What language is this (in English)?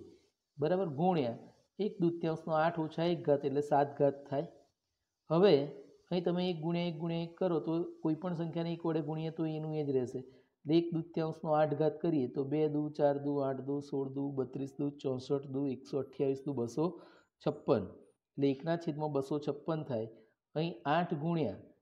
Gujarati